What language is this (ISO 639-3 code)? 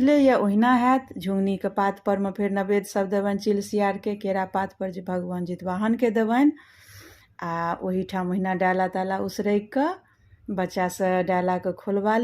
mai